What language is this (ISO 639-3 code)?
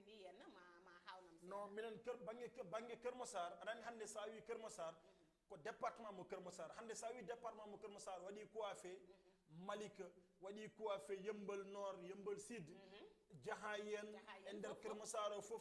ful